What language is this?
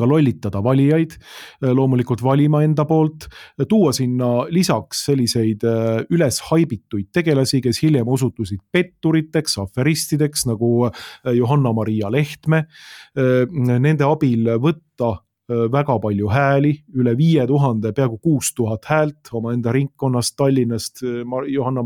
Estonian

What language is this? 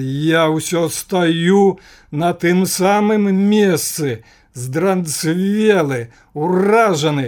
Belarusian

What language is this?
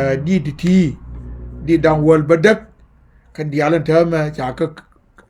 Nuer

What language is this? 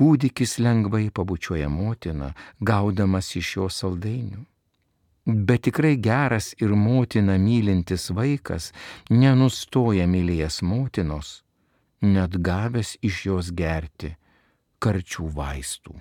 Lithuanian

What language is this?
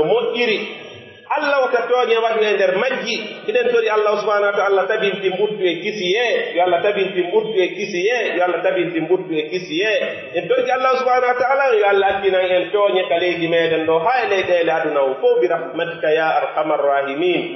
Pular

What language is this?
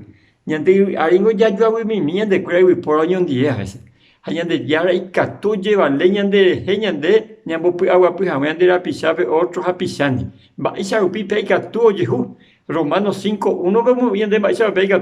Guarani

